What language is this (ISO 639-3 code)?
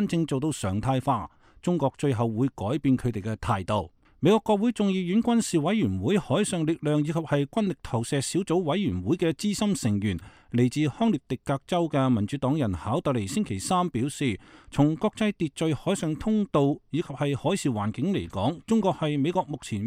yue